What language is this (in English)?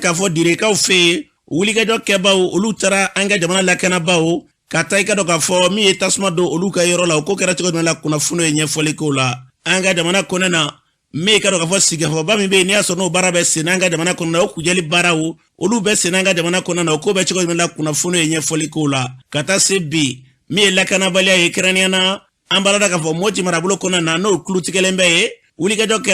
Bambara